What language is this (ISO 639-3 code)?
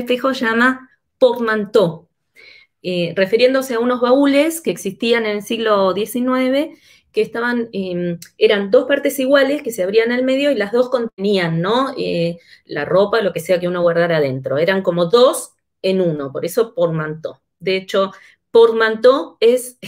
spa